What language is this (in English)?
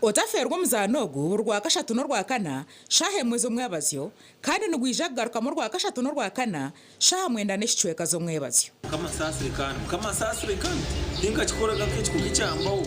Nyankole